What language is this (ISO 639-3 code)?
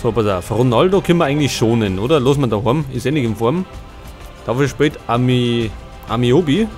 bar